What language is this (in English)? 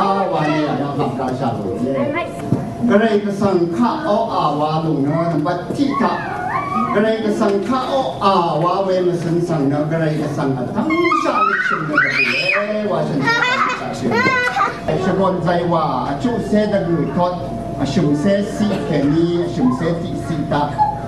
Rawang